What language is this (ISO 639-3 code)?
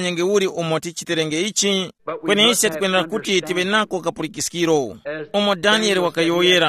tum